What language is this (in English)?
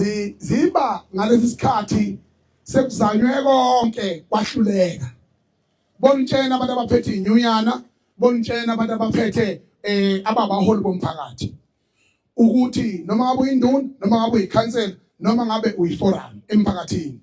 Zulu